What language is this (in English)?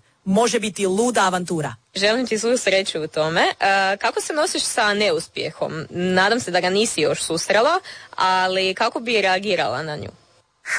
Croatian